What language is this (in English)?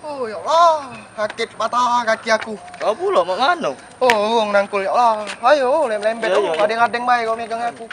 Musi